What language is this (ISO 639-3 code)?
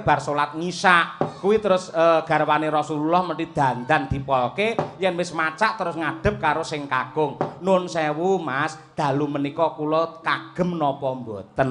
jav